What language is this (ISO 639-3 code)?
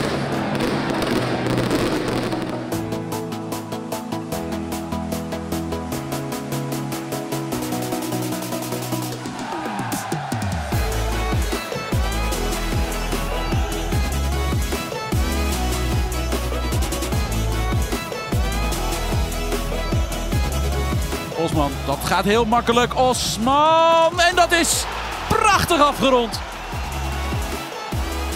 nld